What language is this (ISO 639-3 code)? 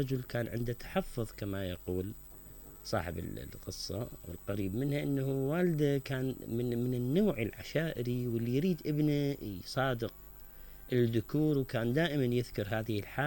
acm